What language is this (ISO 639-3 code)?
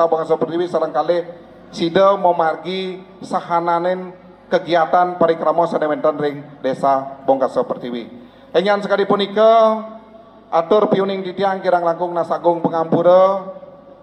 ban